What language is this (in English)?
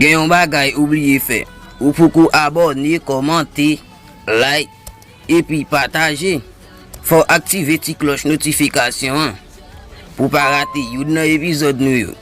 Haitian Creole